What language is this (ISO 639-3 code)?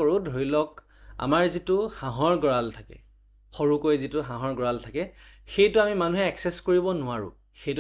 asm